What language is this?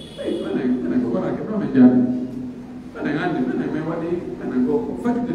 Pular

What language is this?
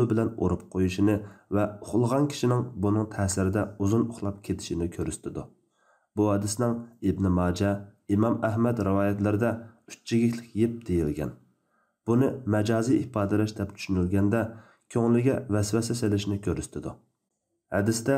Uyghur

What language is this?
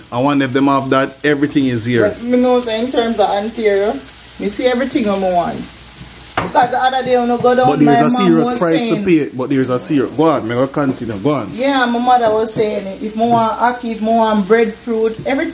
Jamaican Creole English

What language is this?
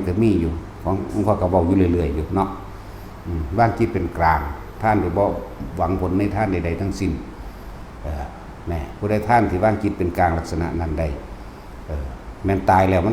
Northeastern Thai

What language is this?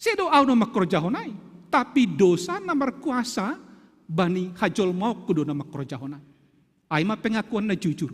Batak Simalungun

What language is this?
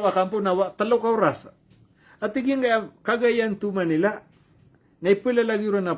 Maranao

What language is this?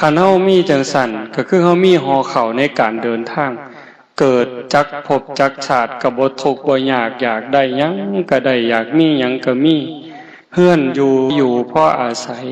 Northeastern Thai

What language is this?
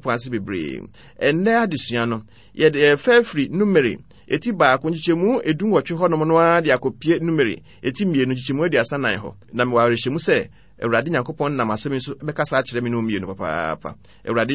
Akan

